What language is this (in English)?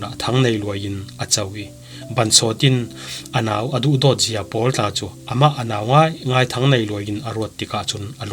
Falam Chin